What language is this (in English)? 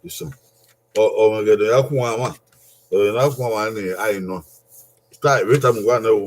Bini